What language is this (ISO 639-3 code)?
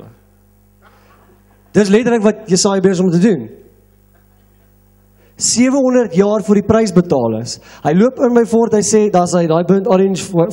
afr